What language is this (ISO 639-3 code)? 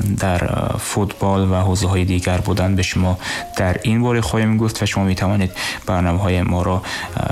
tgk